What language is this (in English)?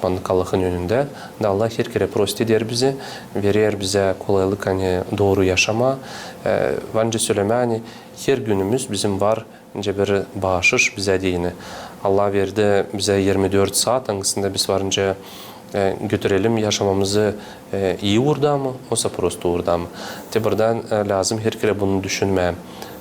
Gagauz